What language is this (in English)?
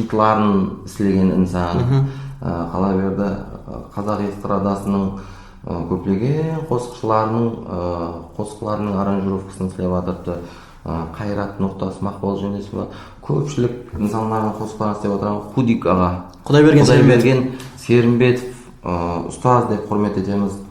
Kara-Kalpak